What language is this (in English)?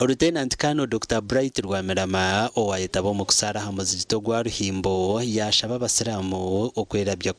Nyankole